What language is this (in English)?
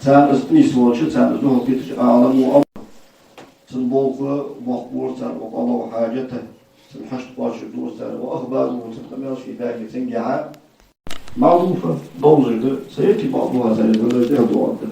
Ingush